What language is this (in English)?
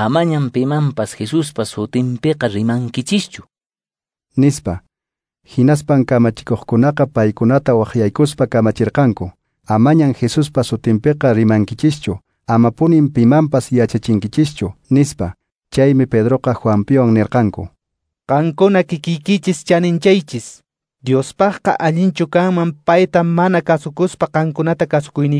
Quechua